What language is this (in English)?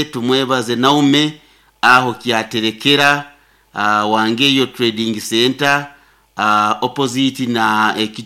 Nyankole